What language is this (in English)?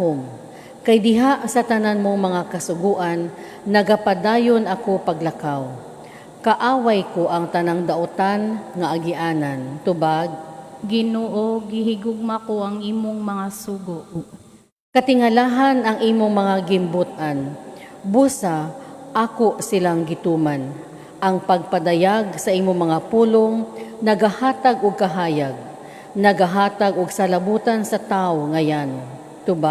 Cebuano